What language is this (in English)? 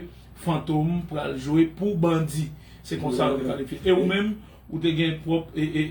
Haitian Creole